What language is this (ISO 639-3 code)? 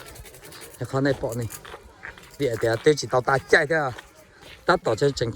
hmn